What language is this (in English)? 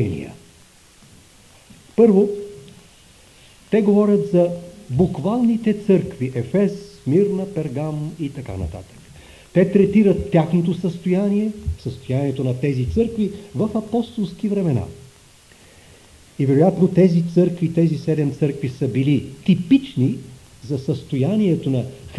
Bulgarian